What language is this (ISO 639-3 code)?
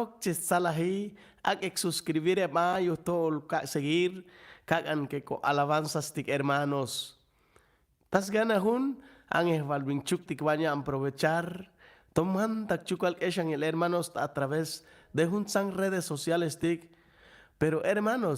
cac